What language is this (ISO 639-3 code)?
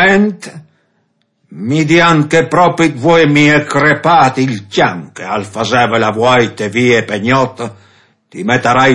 fur